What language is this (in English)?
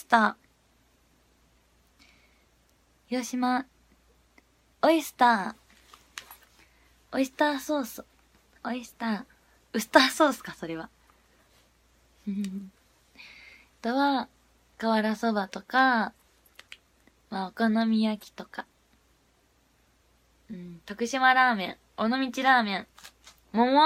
Japanese